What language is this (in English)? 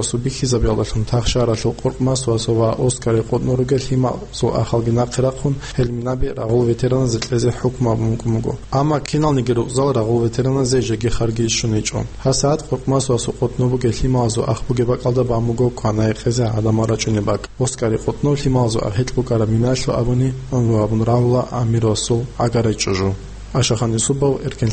Avaric